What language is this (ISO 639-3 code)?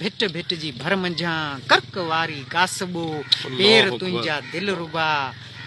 snd